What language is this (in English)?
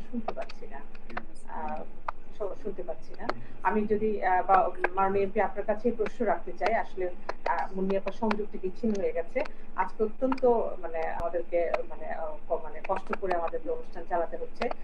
Bangla